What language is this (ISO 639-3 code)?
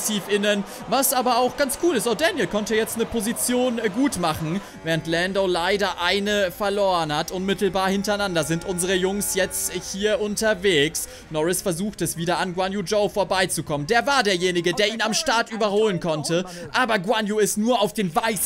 deu